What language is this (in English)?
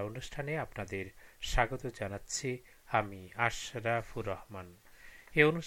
Bangla